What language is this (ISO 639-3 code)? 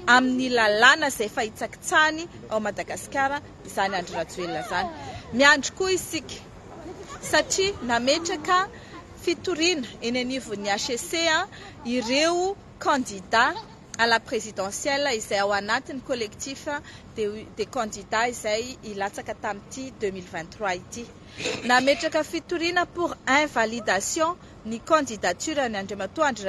mlg